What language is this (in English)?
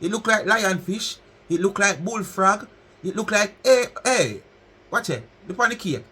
Jamaican Creole English